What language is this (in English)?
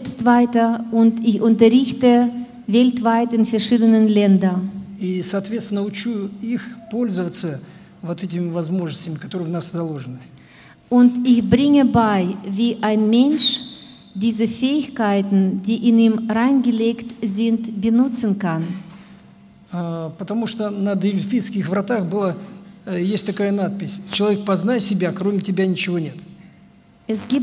German